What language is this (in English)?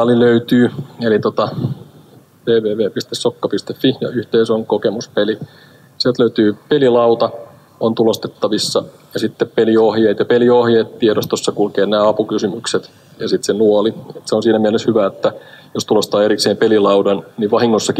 Finnish